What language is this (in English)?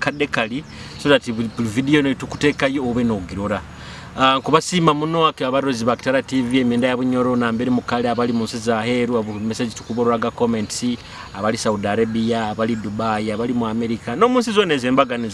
Nyoro